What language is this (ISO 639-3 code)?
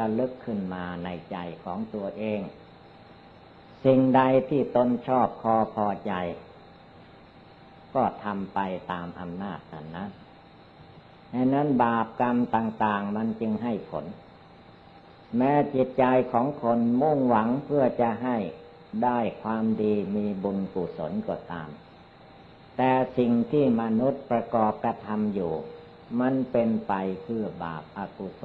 tha